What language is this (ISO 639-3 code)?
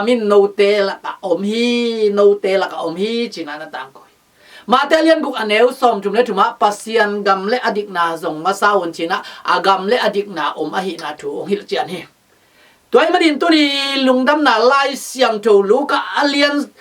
ctd